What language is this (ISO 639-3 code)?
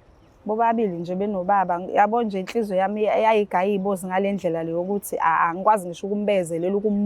zul